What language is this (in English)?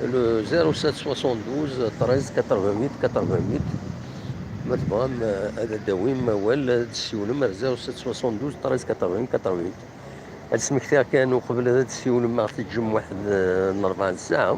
Kabyle